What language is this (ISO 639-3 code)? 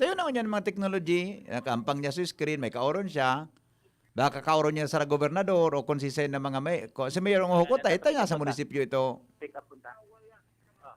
bik